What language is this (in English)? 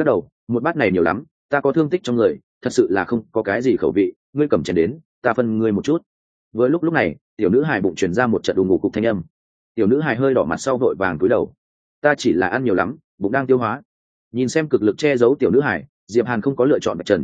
Vietnamese